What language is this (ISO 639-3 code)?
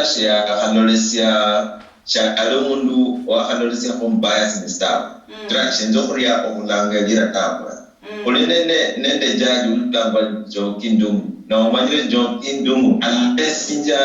luy